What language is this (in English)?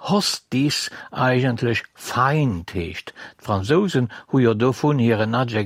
Luxembourgish